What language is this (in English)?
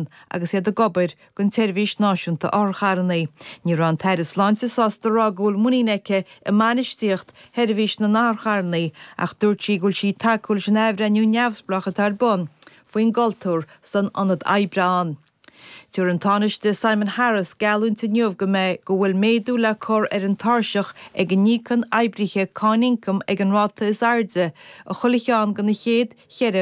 Irish